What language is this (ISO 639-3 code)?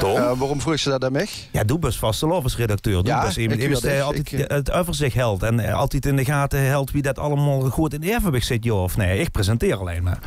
lim